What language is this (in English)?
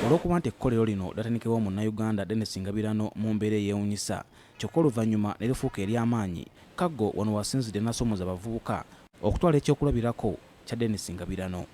Ganda